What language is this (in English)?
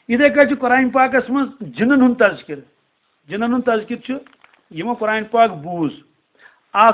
Kashmiri